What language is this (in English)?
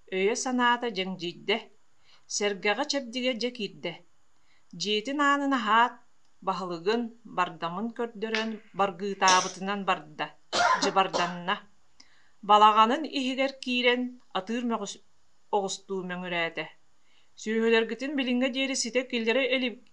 Yakut